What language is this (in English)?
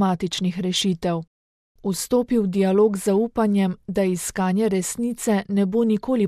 Slovenian